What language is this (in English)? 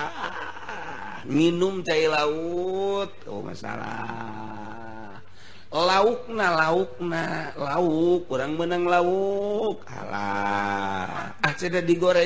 Sundanese